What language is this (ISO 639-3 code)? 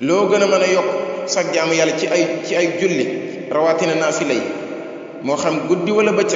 wol